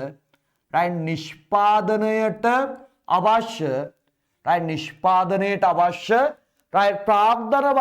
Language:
Sinhala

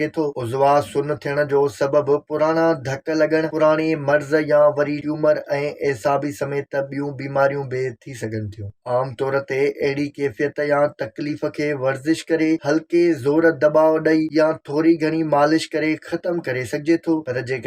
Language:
Sindhi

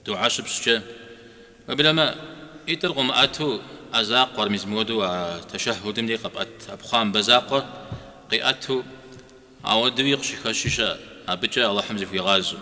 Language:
Kabardian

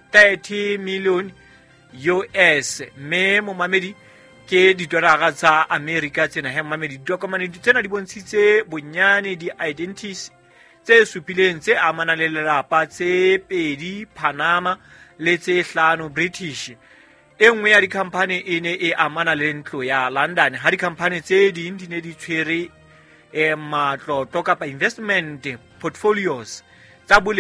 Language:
Southern Sotho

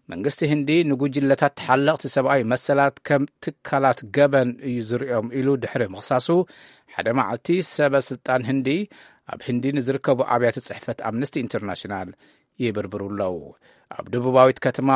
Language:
Tigrinya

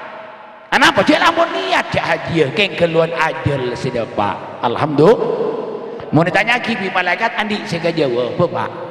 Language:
Madurese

